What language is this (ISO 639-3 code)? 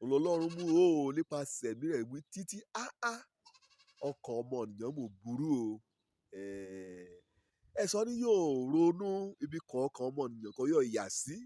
yor